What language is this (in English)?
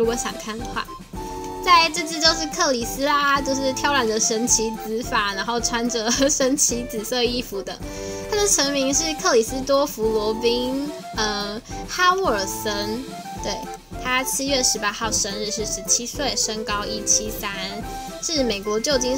Chinese